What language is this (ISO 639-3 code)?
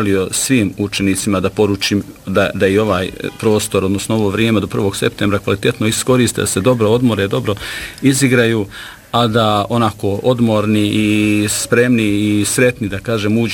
bos